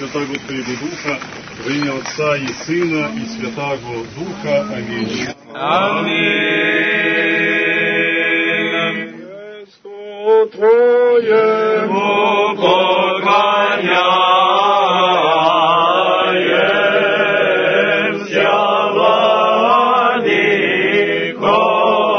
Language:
Serbian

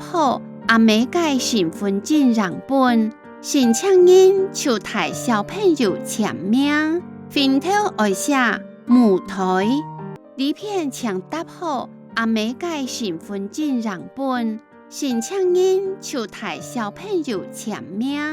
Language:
Hakka Chinese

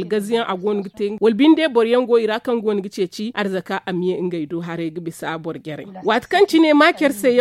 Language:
Zarma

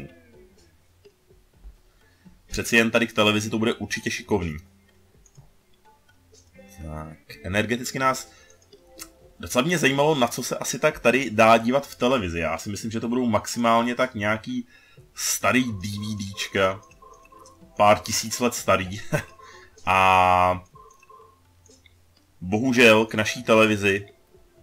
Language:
Czech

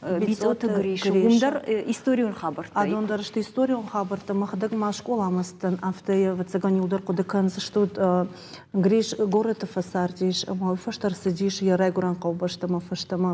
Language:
Ossetic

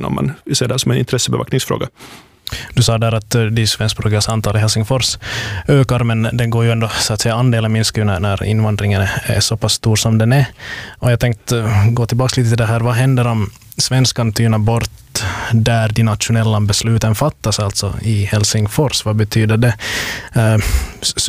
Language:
Swedish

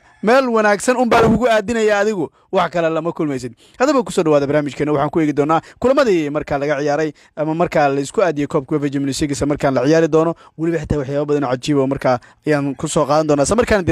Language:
Somali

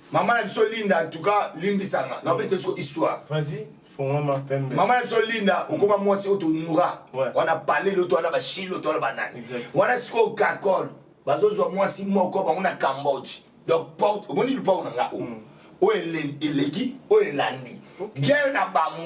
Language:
Lingala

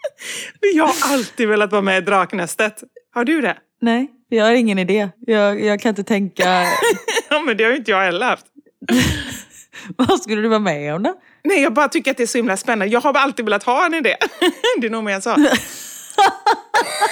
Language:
Swedish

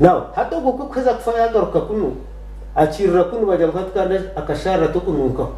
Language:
Nyankole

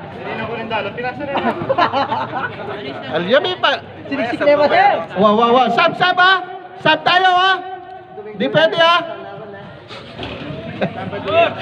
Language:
Filipino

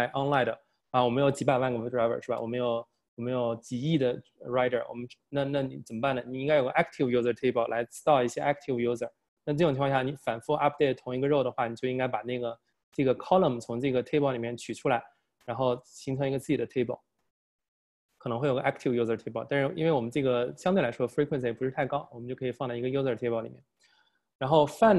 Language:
Chinese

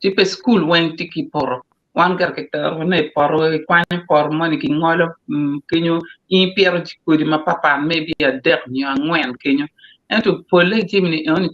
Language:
Acoli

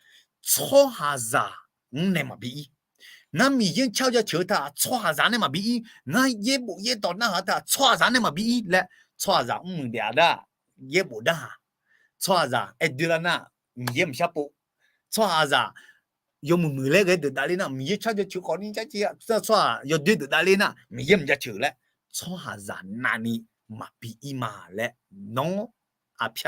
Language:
Akha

